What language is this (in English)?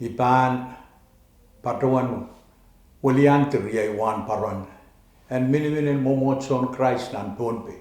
Pohnpeian